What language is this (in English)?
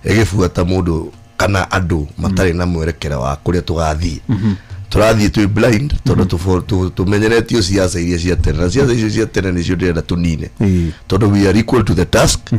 Kikuyu